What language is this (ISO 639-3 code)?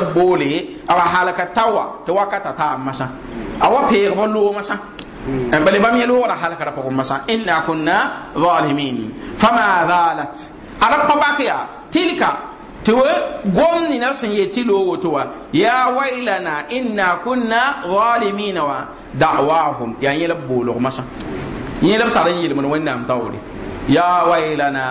mos